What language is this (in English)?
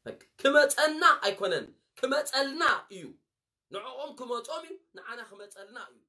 Tigrinya